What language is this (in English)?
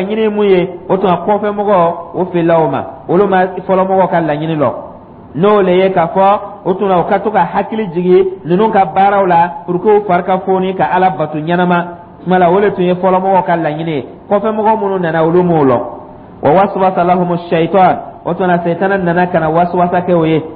Dyula